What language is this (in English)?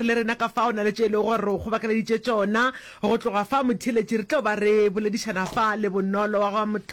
Northern Sotho